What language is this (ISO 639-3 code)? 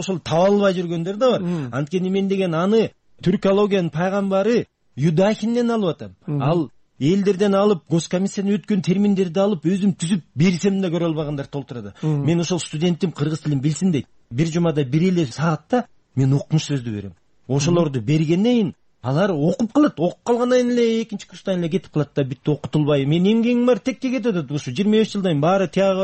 kir